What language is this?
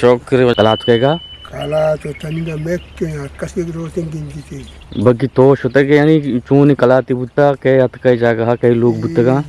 Eastern Balochi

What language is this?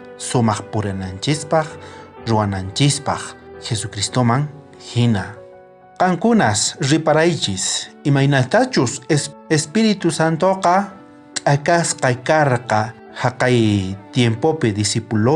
South Bolivian Quechua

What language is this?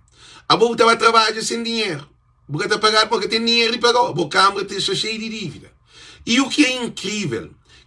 Kabuverdianu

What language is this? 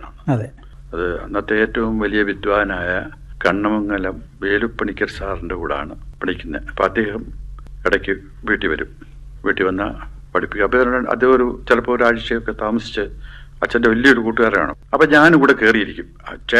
Malayalam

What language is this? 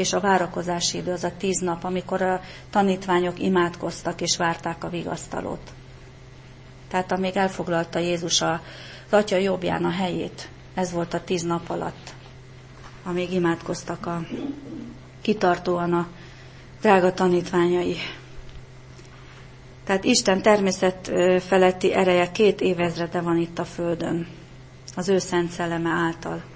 Hungarian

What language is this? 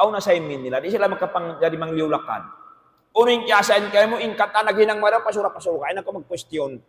Tausug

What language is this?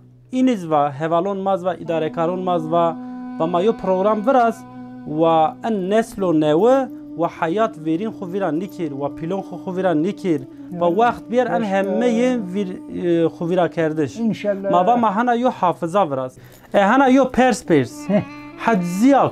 Zaza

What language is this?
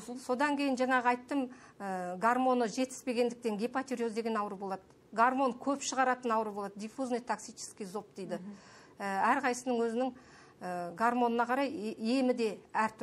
Kazakh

